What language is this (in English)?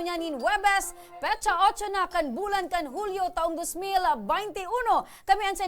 Bikol